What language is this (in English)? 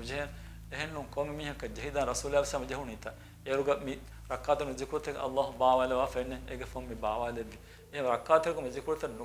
Divehi